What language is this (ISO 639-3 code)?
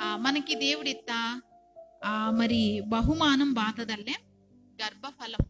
kff